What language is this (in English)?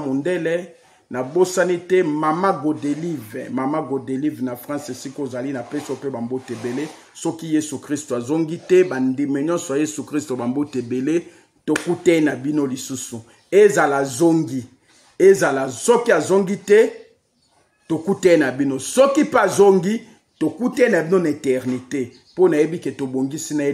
Lingala